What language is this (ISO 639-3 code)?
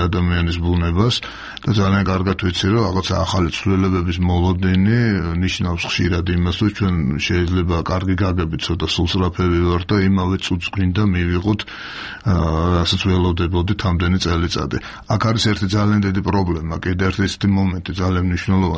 kat